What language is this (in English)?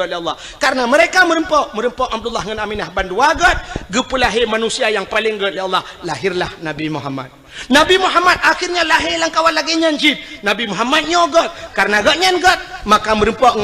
Achinese